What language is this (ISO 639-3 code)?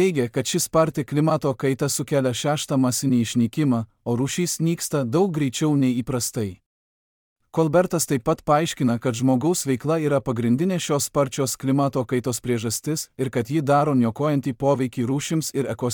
lit